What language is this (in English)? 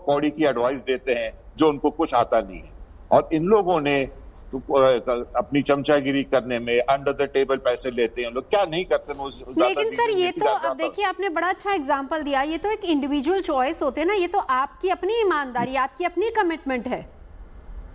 Hindi